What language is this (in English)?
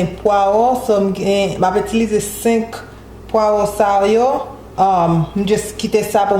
Haitian Creole